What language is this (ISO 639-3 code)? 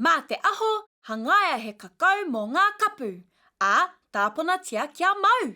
mri